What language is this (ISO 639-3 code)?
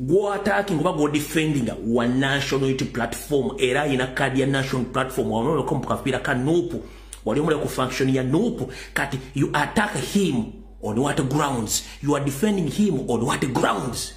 lug